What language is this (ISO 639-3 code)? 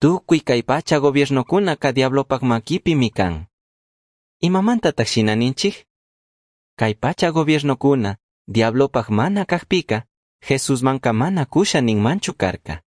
qug